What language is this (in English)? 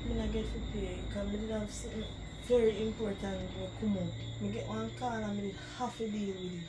Jamaican Creole English